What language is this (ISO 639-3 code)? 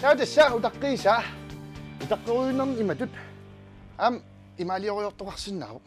kal